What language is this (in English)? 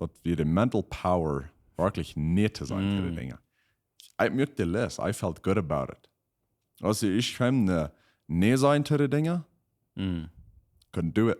Plautdietsch